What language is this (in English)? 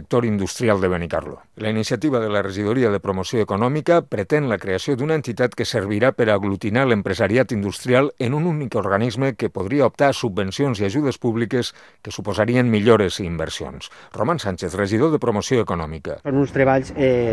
Catalan